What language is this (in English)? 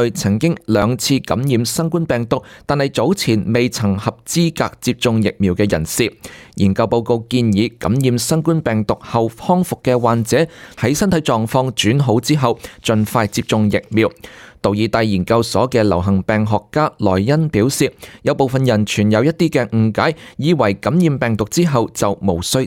Cantonese